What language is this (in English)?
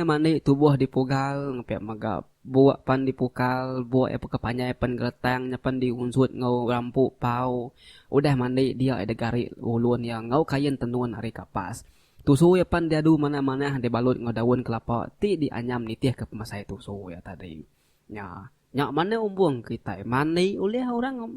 Iban